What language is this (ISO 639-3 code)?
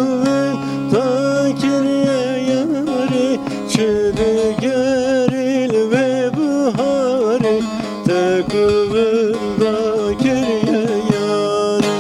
kur